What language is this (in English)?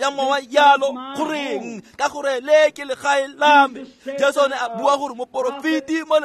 Tswana